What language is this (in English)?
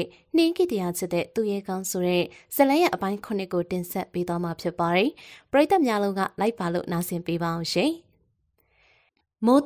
Burmese